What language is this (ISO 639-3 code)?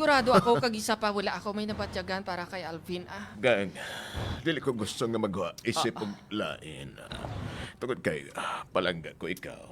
hil